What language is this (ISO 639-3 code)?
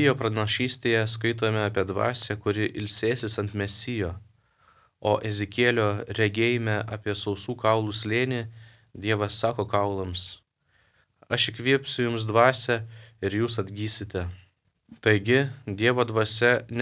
lit